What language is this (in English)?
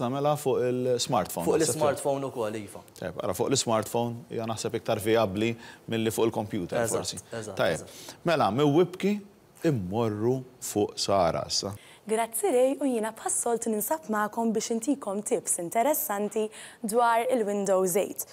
Maltese